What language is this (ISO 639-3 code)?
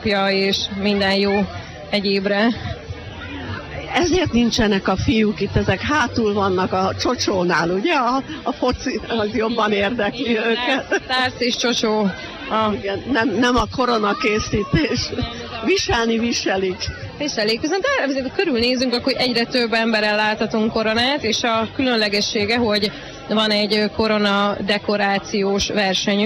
hun